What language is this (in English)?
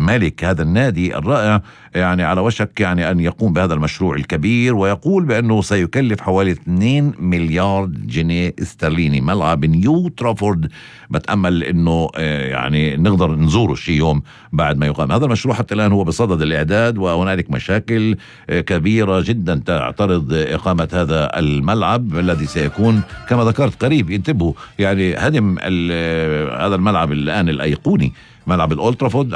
North Levantine Arabic